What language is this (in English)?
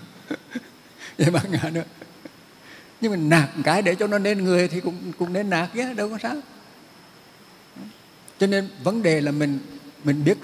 Vietnamese